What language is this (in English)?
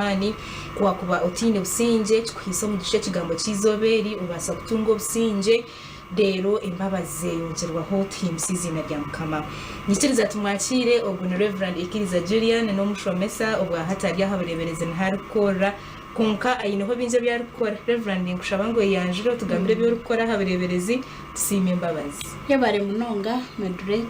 Nyankole